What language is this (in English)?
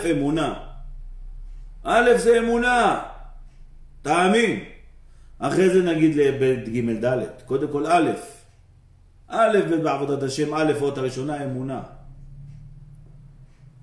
Hebrew